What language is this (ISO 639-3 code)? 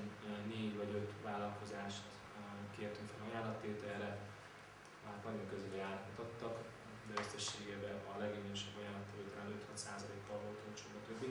hun